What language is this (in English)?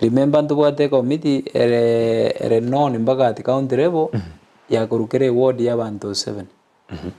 Gusii